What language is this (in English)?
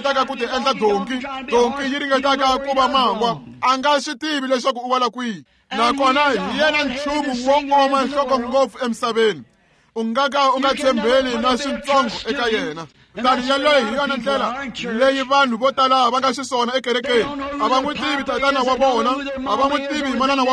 Tsonga